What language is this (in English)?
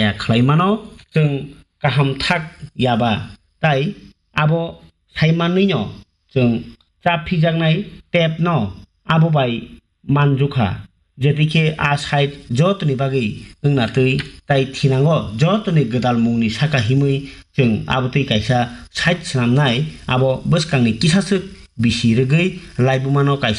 Kok Borok